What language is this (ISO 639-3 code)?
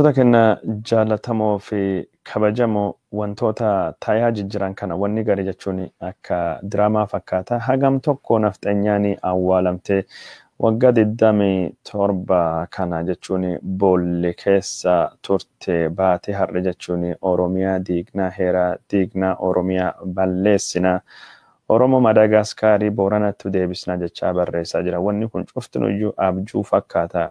orm